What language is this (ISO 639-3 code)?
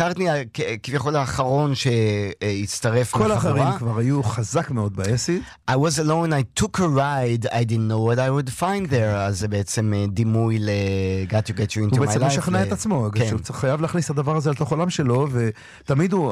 heb